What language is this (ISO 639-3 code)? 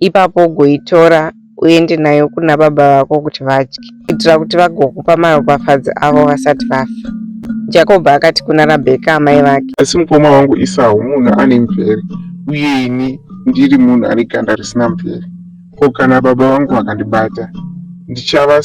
sna